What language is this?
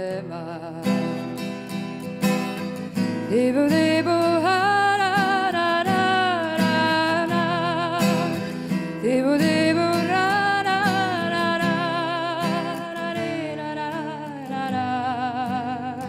Serbian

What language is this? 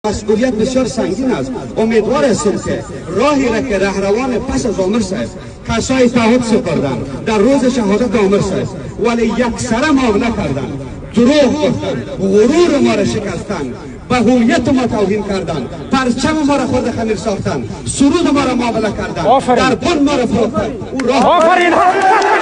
Tajik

